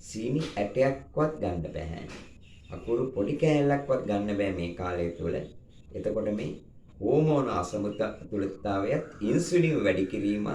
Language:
Sinhala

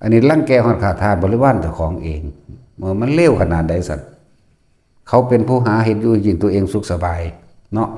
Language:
Lao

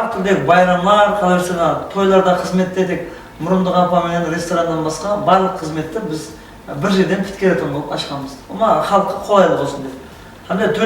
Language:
Kara-Kalpak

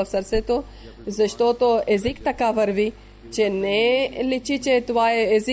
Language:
Bulgarian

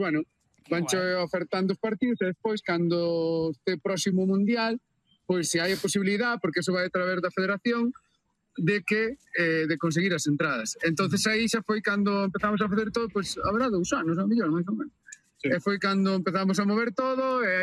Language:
Galician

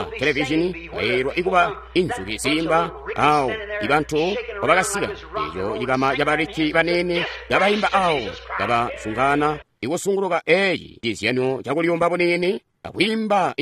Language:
Tonga (Zambia)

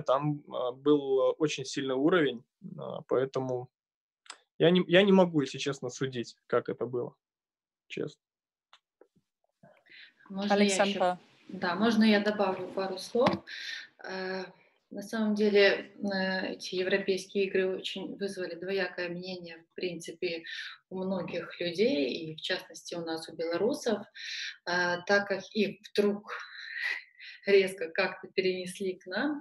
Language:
Russian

